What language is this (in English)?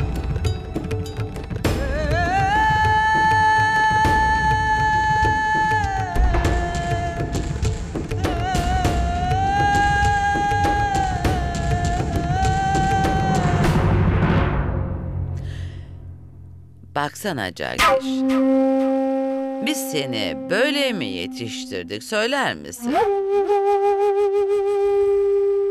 Turkish